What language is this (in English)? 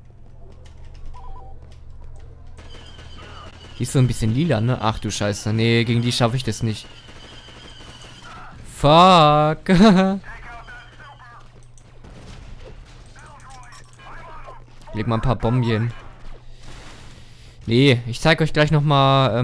German